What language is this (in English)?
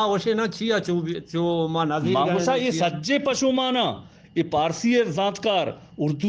Eastern Balochi